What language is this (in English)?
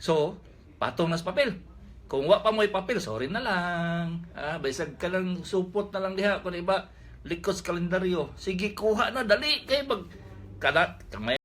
Cebuano